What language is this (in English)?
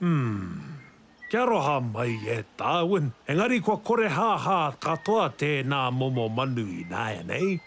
Māori